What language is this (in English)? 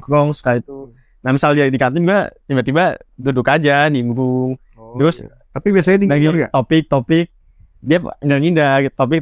Indonesian